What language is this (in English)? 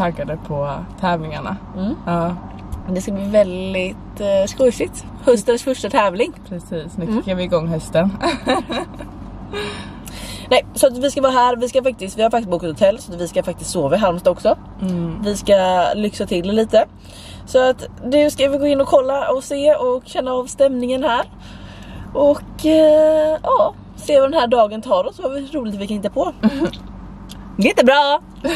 Swedish